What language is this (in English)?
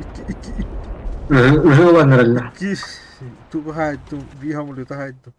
Yakut